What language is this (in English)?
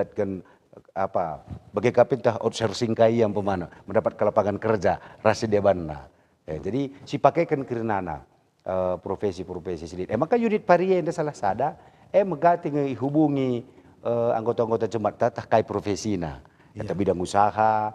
Batak Karo